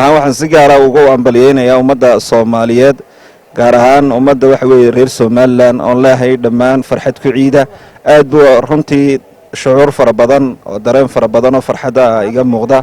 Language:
Somali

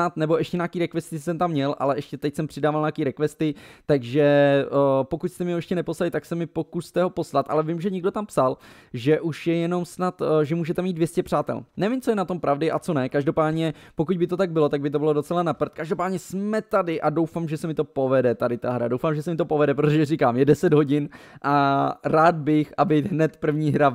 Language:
Czech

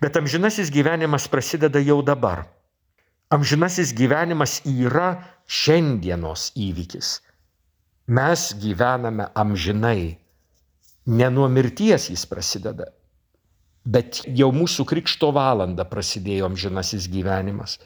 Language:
Lithuanian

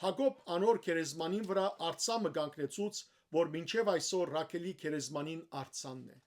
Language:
Western Armenian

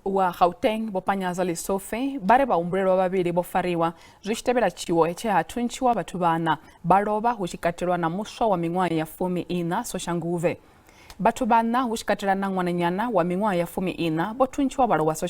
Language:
Venda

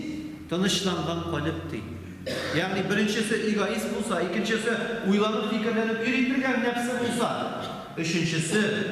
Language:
Tatar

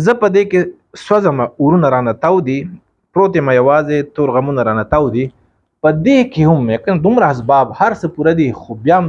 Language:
Pashto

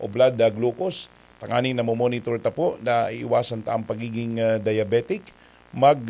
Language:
Bikol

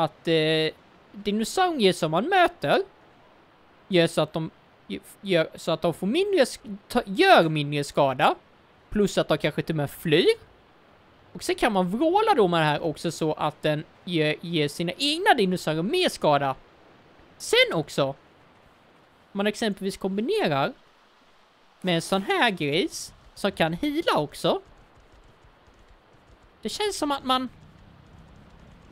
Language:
Swedish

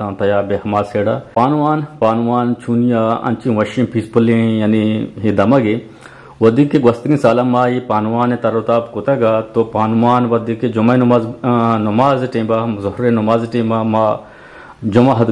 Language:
Eastern Balochi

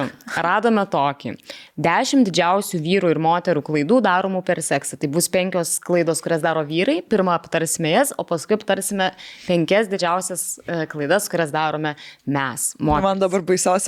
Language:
Lithuanian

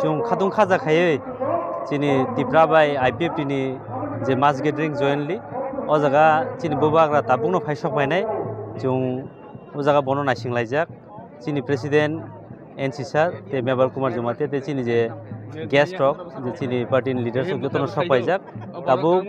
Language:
Kok Borok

